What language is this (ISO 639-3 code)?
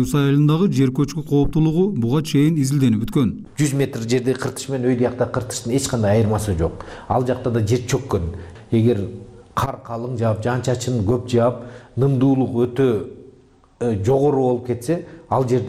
kir